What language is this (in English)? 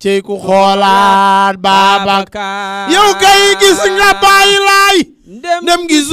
Wolof